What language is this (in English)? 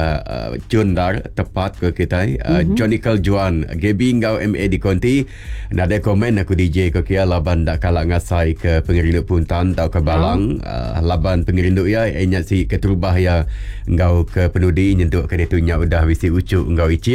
Iban